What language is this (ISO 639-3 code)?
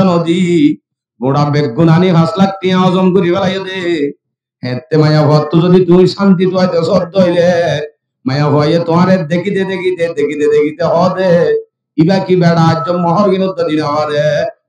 rhg